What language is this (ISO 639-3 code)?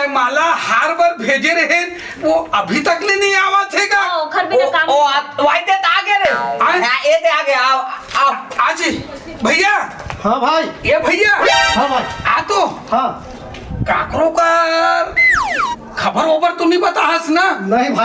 hne